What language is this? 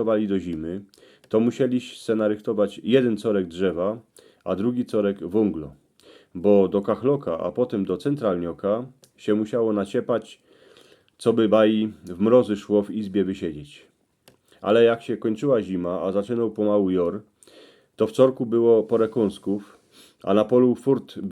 Silesian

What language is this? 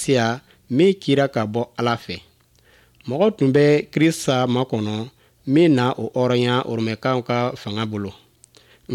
Bambara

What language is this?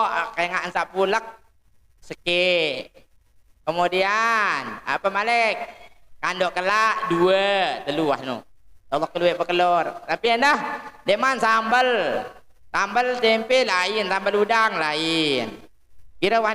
Sasak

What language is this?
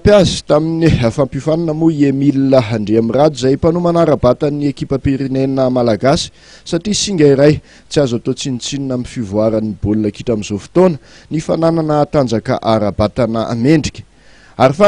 Malagasy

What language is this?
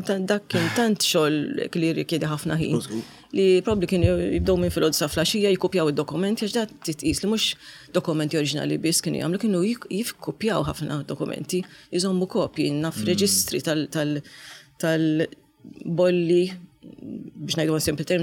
Maltese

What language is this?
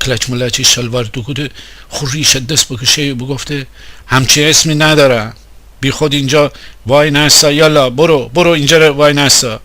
Gilaki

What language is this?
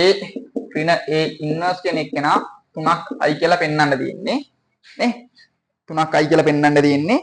Sinhala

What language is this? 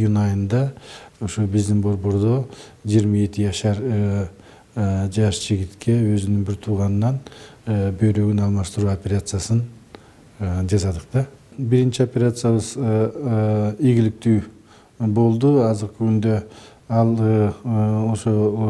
Kyrgyz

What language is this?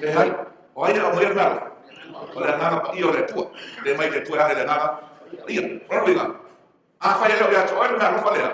Samoan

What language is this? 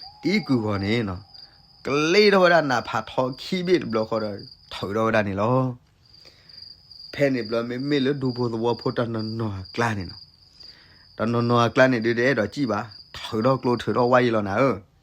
S'gaw Karen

